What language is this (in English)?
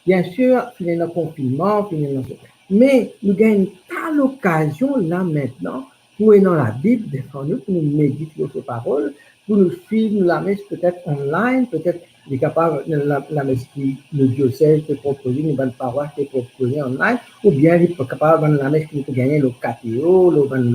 Morisyen